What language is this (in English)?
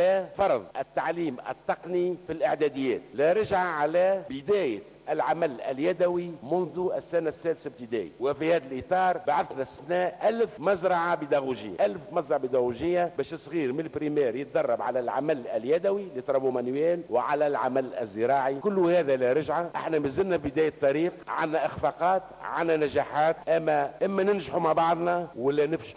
Tunisian Arabic